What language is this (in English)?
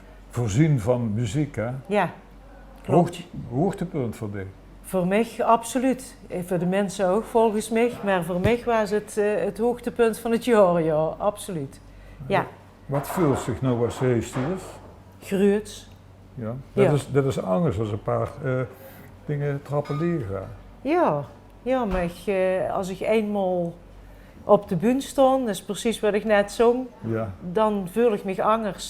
Limburgish